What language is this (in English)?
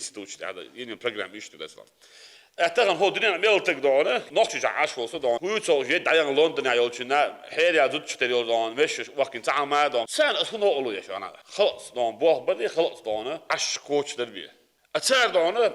Chechen